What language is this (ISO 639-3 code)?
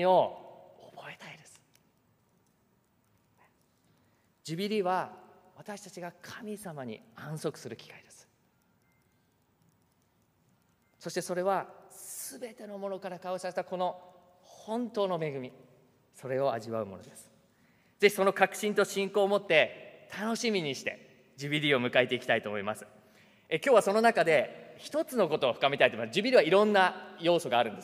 jpn